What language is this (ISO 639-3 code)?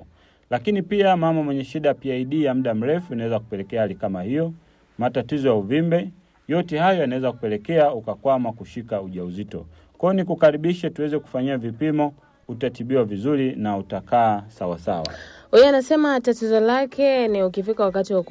swa